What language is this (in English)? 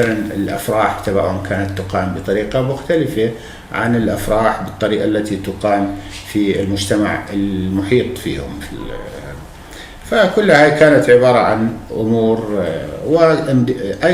North Levantine Arabic